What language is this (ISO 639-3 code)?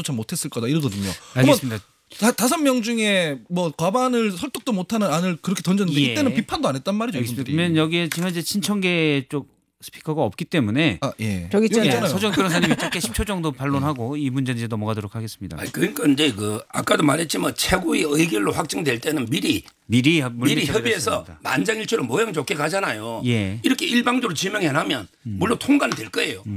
kor